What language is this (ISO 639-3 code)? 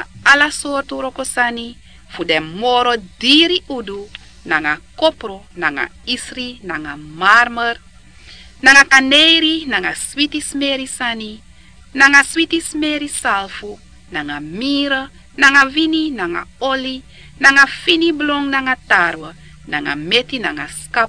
srn